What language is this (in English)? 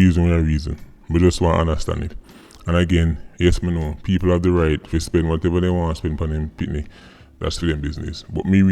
Jamaican Creole English